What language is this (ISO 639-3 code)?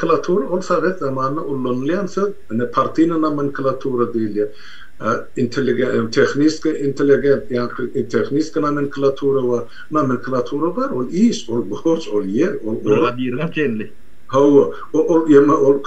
tuk